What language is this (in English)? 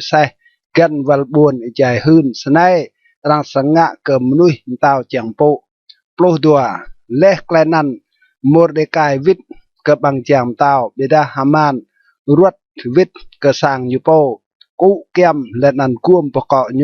Rade